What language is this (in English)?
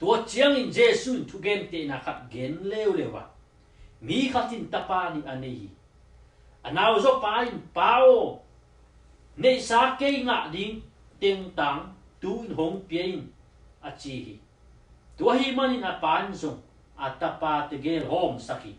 Tedim Chin